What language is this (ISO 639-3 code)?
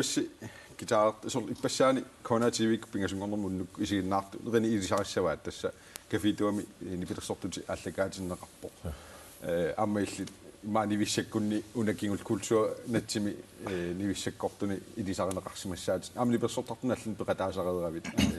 kal